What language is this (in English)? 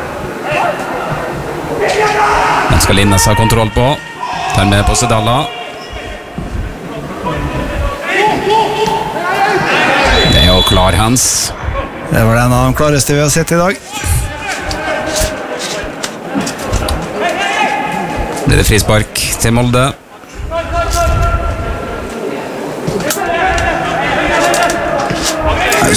Norwegian